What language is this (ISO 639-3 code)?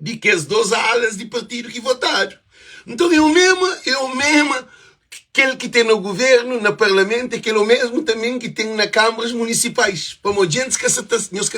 kea